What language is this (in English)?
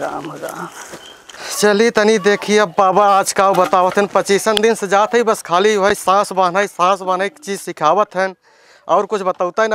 Awadhi